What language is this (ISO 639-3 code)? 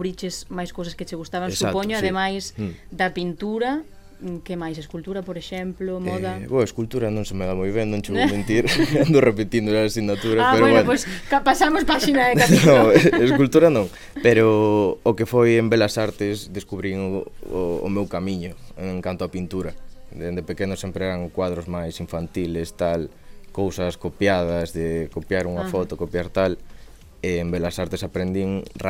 glg